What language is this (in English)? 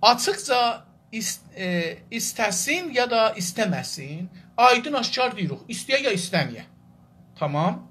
South Azerbaijani